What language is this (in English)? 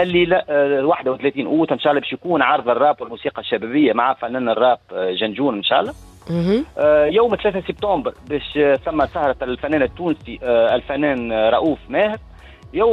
Tunisian Arabic